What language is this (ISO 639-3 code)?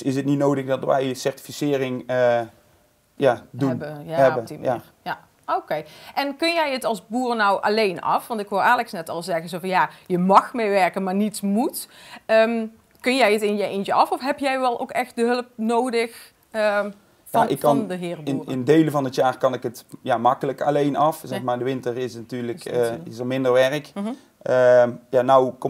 nld